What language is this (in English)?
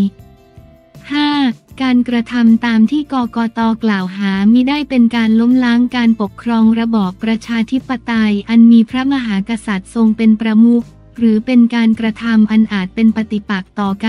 Thai